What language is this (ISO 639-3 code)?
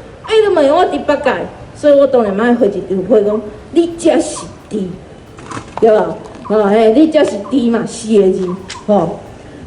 nan